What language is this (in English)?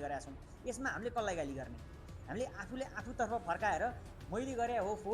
Nepali